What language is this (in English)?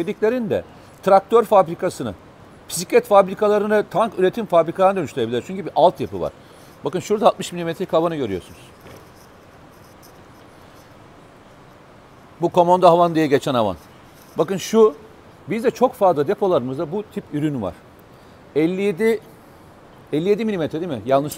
Turkish